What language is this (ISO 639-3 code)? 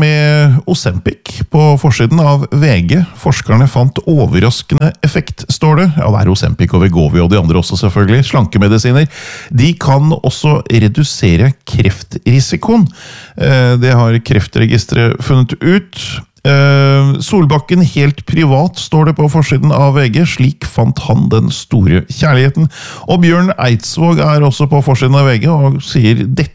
nor